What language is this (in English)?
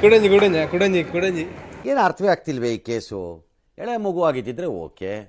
Tulu